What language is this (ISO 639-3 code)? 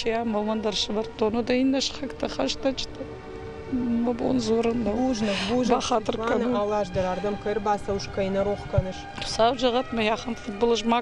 oss